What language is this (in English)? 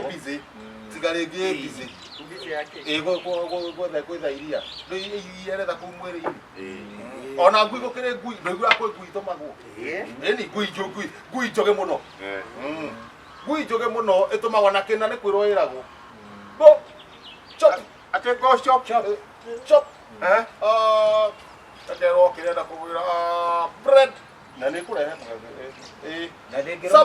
Kikuyu